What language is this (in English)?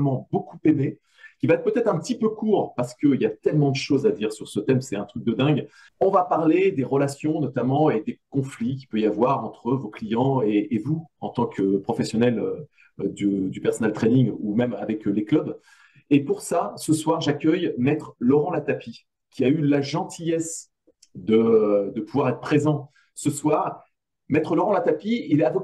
French